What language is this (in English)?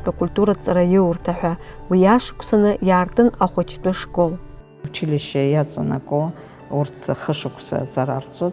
Abkhazian